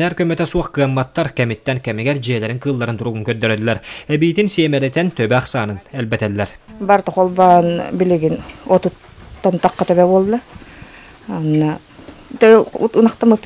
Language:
Yakut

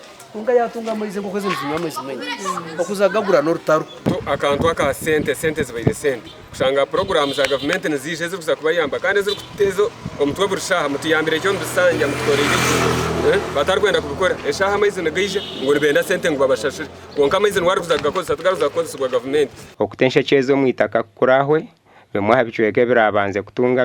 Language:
Nyankole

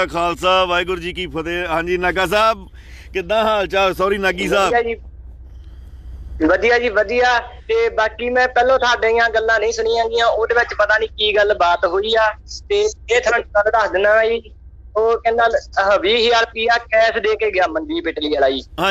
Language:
Punjabi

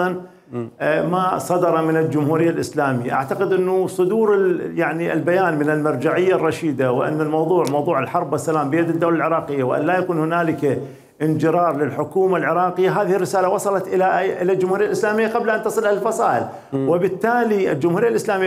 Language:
Mesopotamian Arabic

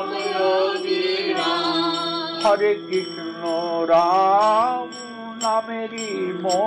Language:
Bangla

